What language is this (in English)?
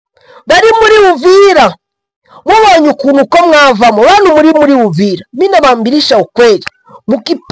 Kinyarwanda